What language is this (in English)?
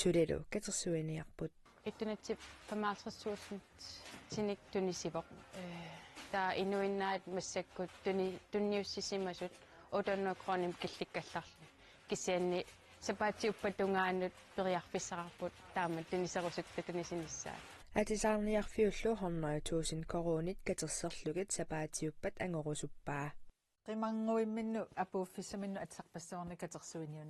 Kalaallisut